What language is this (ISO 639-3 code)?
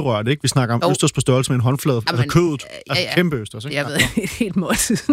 dan